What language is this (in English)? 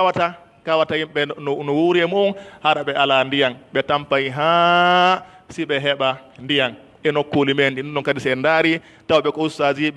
Pular